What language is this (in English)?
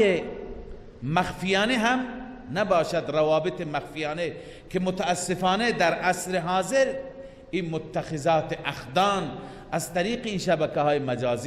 Persian